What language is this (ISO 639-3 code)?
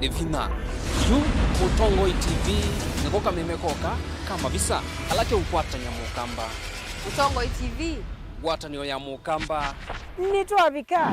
kam